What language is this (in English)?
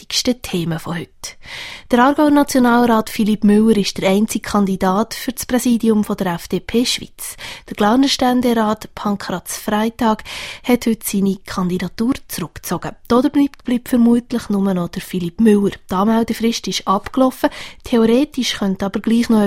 German